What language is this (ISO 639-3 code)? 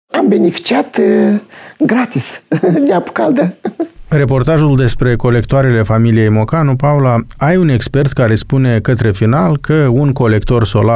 ron